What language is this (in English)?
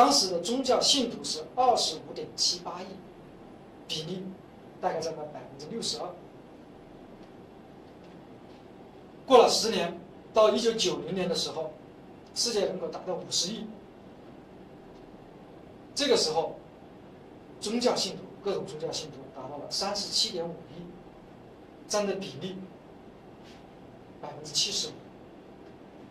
Chinese